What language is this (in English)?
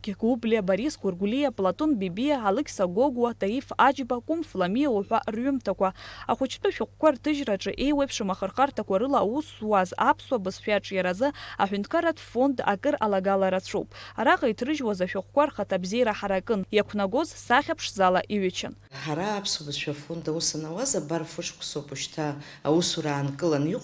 Abkhazian